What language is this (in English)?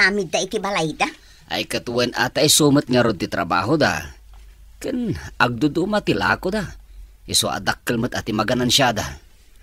Iloko